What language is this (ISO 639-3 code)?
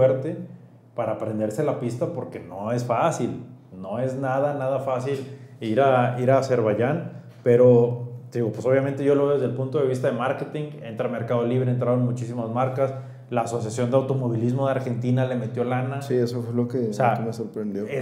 spa